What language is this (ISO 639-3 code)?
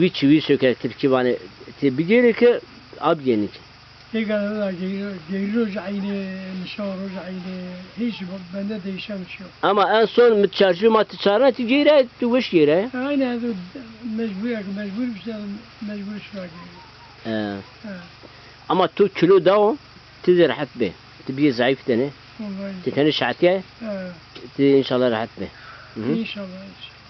zza